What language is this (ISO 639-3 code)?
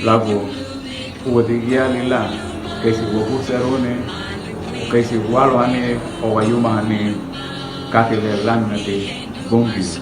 cab